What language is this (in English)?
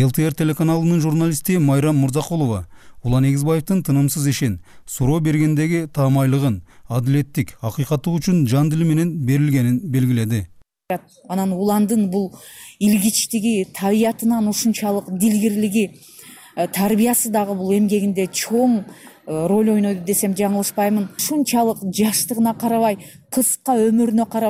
Kyrgyz